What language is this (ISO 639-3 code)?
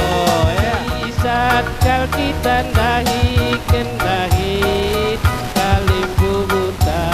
btx